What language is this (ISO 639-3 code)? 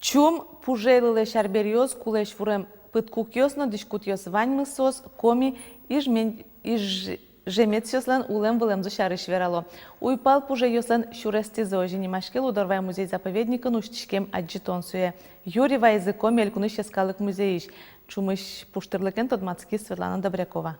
udm